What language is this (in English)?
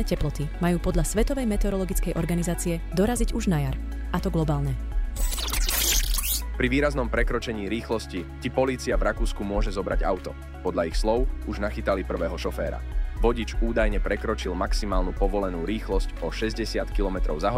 Slovak